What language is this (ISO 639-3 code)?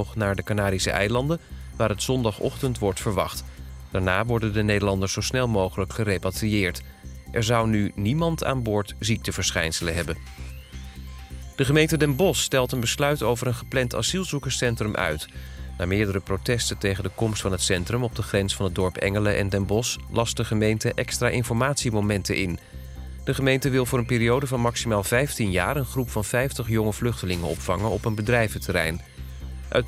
nld